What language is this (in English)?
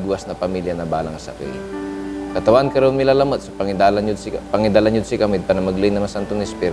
Pangasinan